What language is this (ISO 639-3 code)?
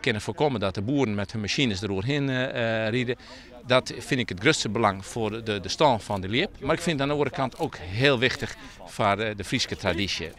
fry